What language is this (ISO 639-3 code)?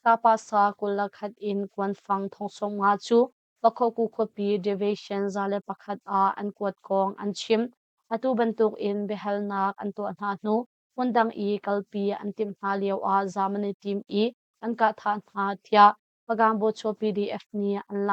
cnh